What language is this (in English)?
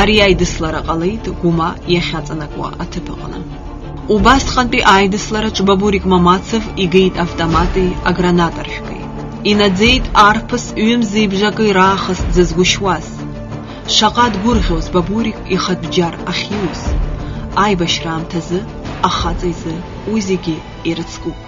Abkhazian